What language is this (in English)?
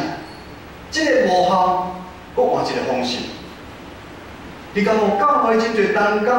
Min Nan Chinese